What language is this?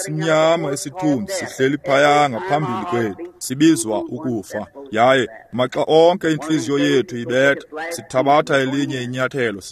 Xhosa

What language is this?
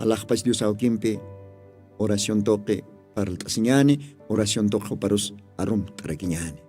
Aymara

